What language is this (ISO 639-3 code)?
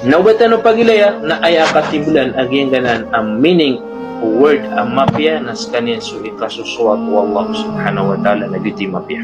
mrw